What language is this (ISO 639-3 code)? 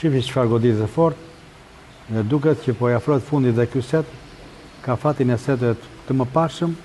sqi